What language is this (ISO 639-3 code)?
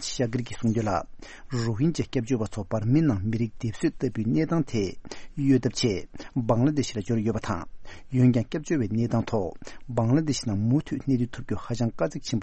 bod